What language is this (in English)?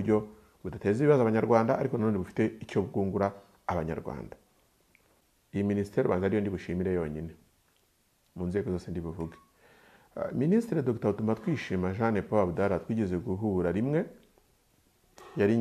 Kinyarwanda